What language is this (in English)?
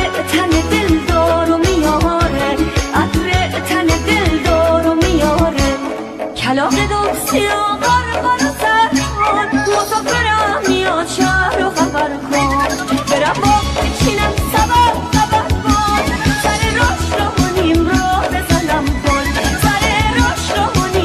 Persian